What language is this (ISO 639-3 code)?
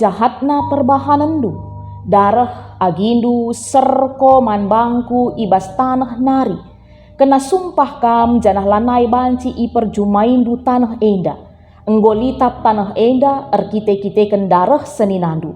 btx